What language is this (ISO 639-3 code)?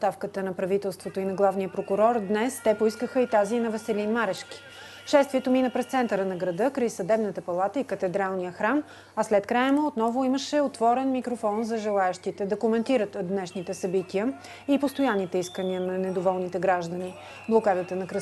bul